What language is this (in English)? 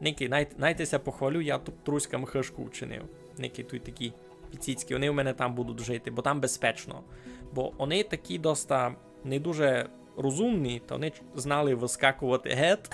Rusyn